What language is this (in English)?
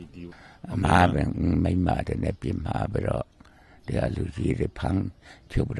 Burmese